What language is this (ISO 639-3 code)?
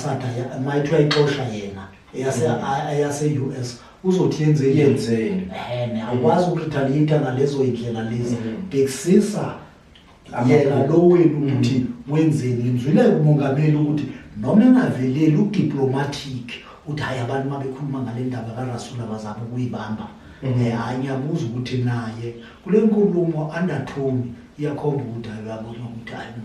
zul